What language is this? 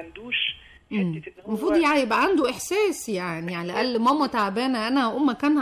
Egyptian Arabic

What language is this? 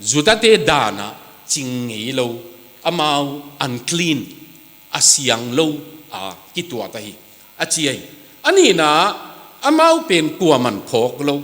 Tedim Chin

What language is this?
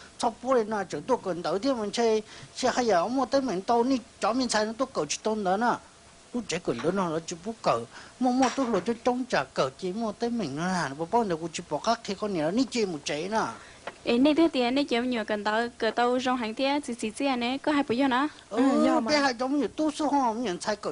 Hmong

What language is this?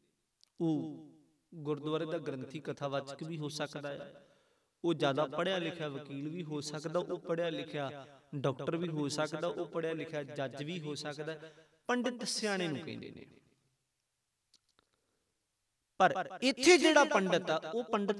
Punjabi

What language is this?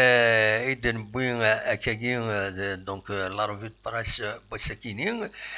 Kabyle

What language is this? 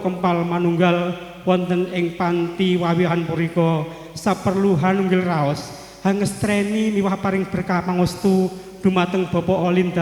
Javanese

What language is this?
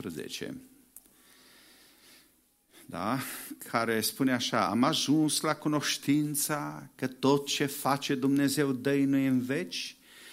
Romanian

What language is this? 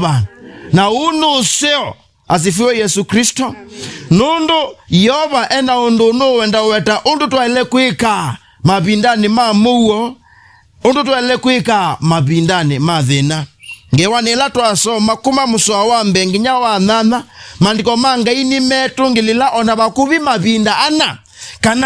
Kamba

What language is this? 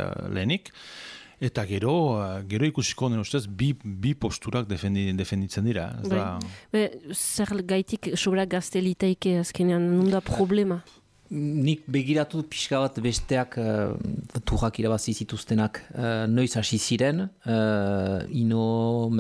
Basque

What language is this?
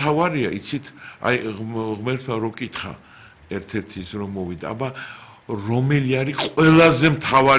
Georgian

